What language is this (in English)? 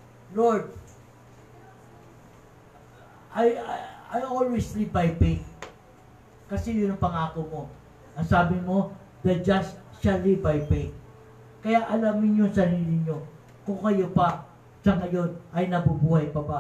Filipino